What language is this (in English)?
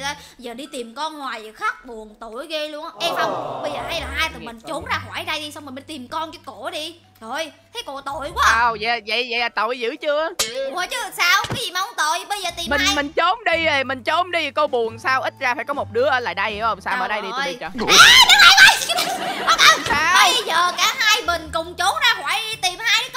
Vietnamese